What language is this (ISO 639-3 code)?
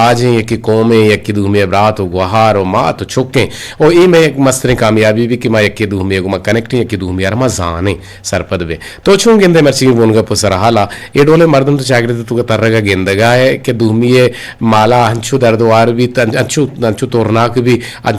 bgp